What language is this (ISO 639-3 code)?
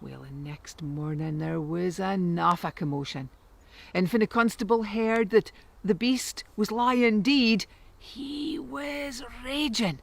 sco